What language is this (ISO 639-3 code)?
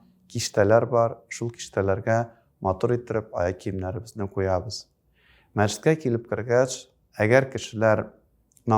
tat